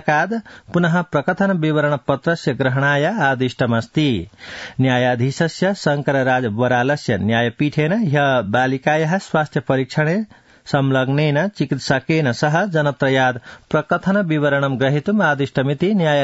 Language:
Sanskrit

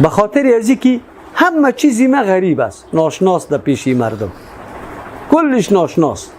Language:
Persian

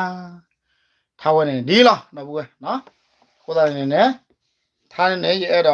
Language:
S'gaw Karen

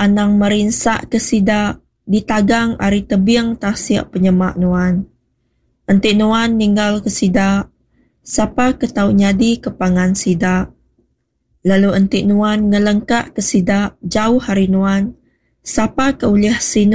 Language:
Iban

